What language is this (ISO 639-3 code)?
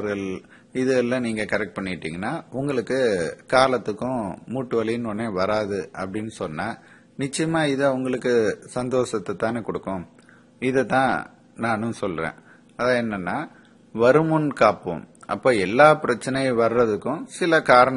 tam